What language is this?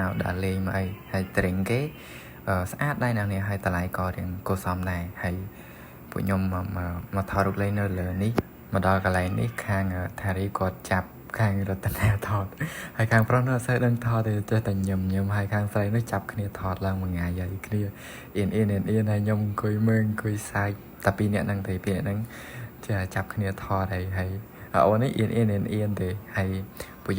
Khmer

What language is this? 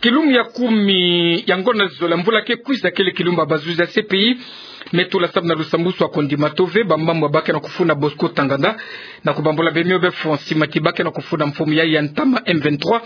Kituba (Democratic Republic of Congo)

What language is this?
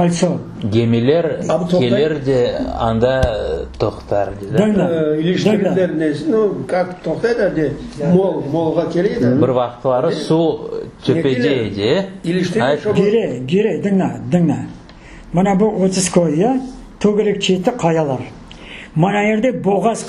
Crimean Tatar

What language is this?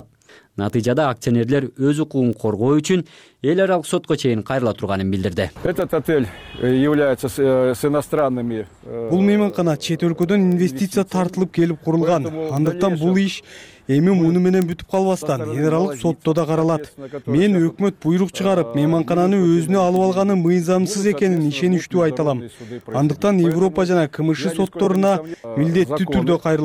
Kyrgyz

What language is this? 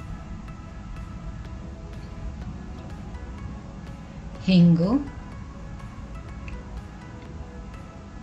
Kannada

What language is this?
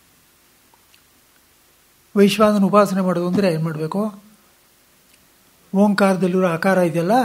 Kannada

